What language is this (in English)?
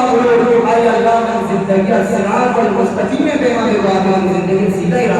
Eastern Balochi